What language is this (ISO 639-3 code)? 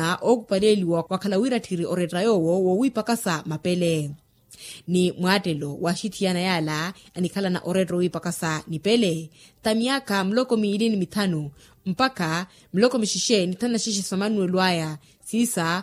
vmw